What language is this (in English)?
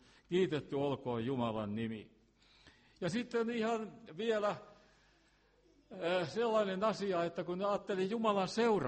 Finnish